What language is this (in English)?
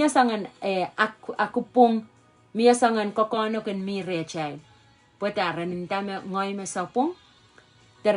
Pohnpeian